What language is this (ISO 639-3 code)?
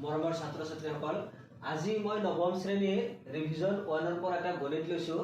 asm